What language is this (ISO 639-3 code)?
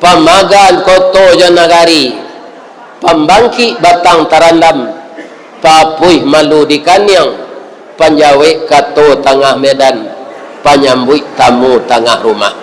min